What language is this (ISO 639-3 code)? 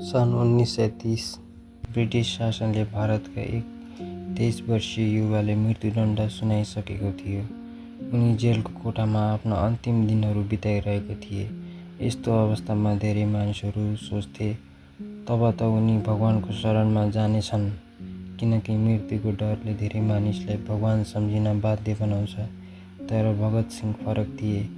nep